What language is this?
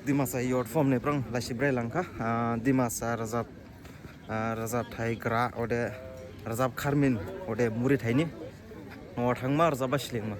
Dimasa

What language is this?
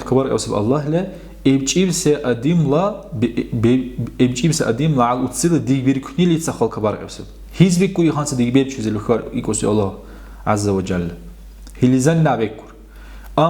Dargwa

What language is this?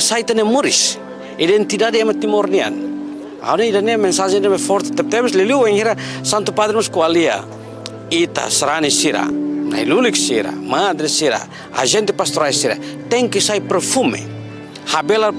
Tetum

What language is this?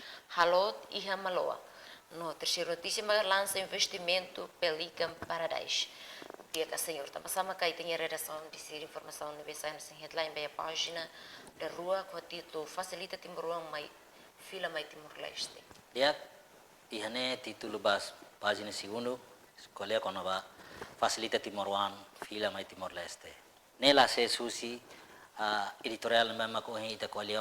Tetum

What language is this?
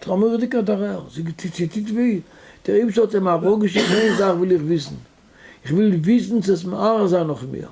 Yiddish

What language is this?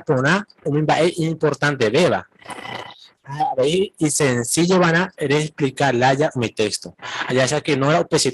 Guarani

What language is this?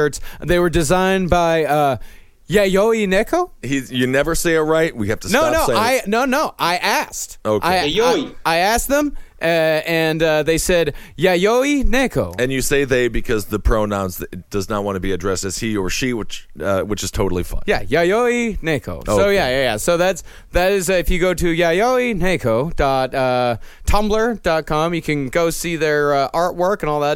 English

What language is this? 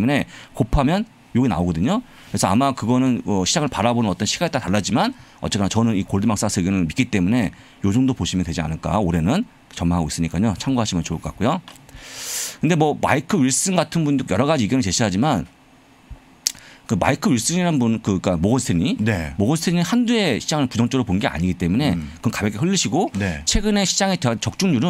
Korean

